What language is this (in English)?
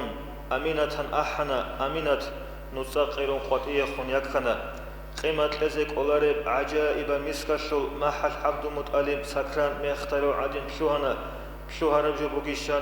Avaric